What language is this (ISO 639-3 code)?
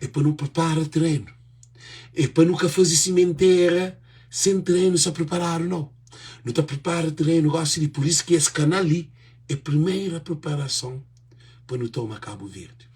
kea